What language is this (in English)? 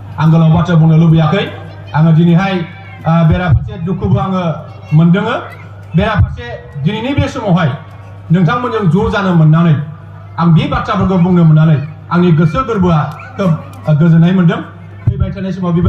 Bodo